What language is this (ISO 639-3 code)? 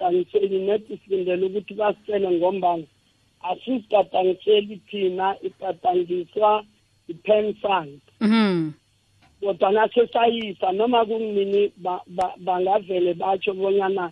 nbl